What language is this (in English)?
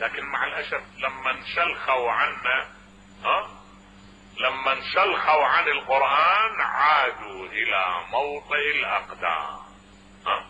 Mesopotamian Arabic